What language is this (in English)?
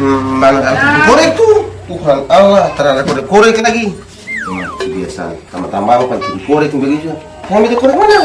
Ambonese Malay